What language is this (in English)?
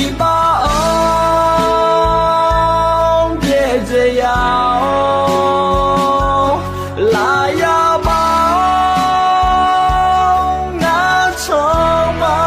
Akha